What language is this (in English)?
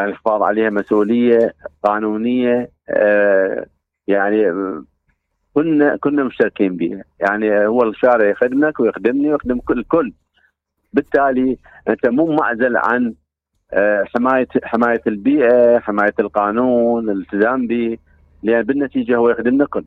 Mesopotamian Arabic